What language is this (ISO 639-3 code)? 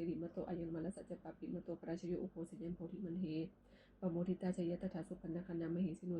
pli